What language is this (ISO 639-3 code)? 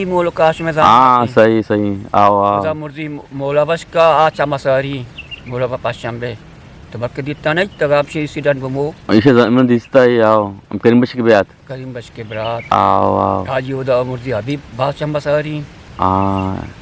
bgp